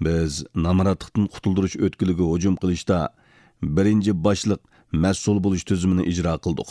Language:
Uyghur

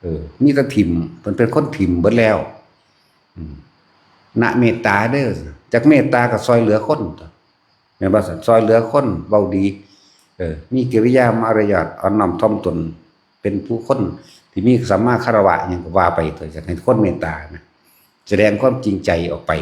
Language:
Lao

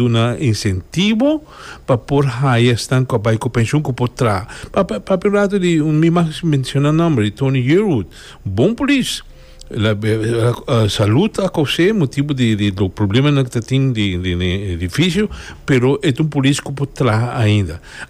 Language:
Papiamento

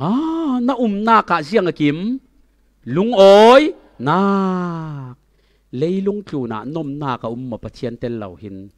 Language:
Falam Chin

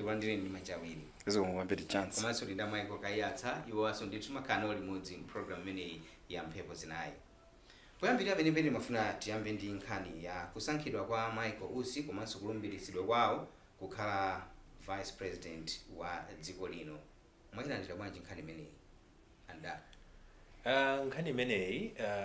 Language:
Nyanja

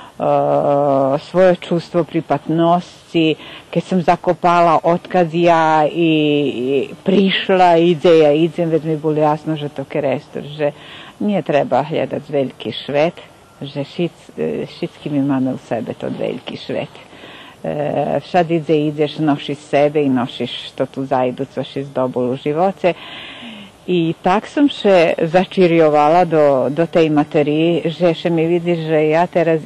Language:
Rusyn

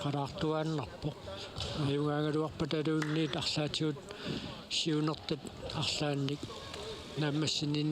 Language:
Kalaallisut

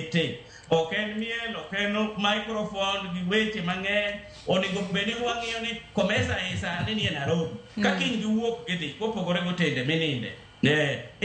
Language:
Luo (Kenya and Tanzania)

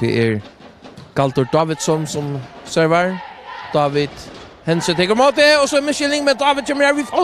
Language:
Faroese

